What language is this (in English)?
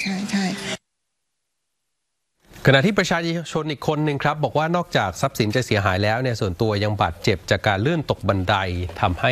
Thai